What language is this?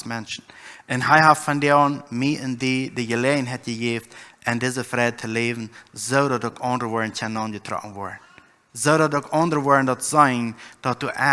Plautdietsch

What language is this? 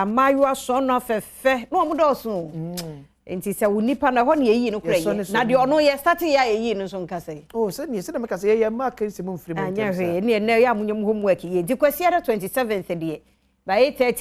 Akan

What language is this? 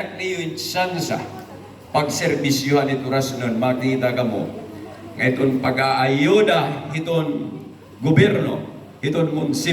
Waray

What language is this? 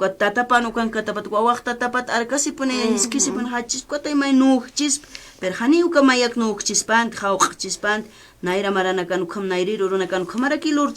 Aymara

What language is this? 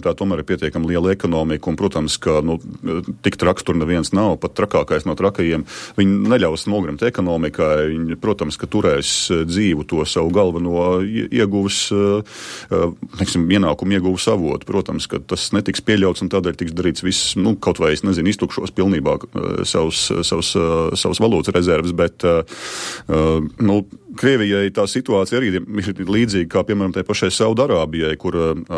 Latvian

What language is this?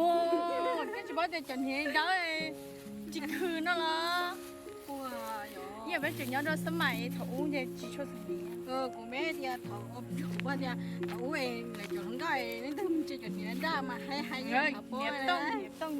Hmong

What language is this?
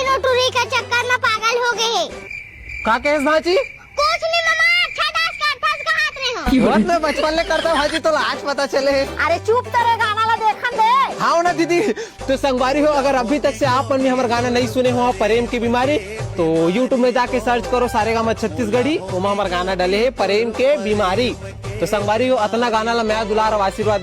Chhattisgarhi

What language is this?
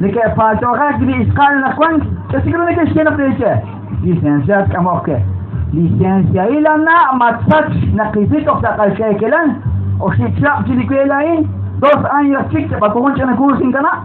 Kekchí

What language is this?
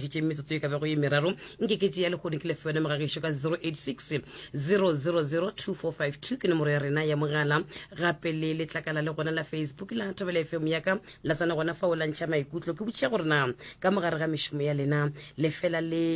Northern Sotho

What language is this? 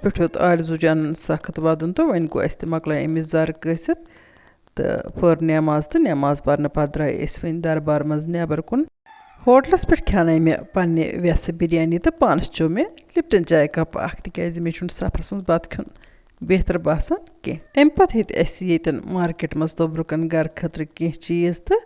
Kashmiri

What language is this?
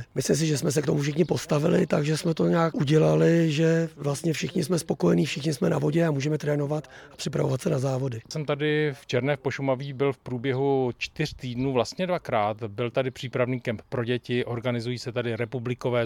Czech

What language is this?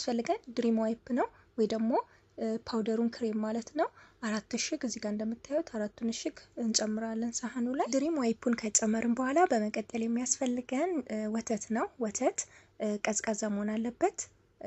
Amharic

